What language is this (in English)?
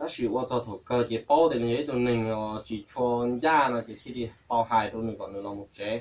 Hmong